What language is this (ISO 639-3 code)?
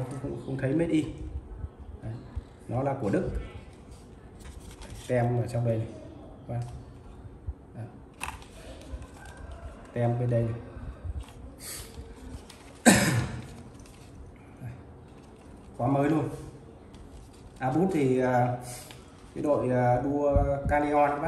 vie